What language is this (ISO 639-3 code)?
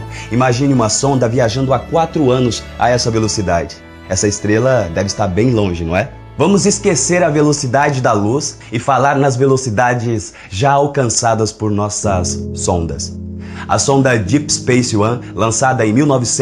por